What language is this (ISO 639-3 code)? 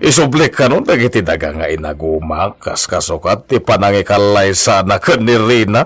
ilo